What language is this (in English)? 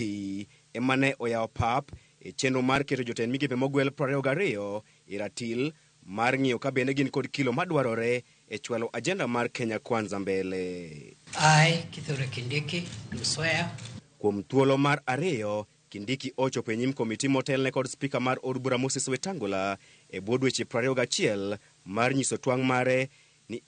Luo (Kenya and Tanzania)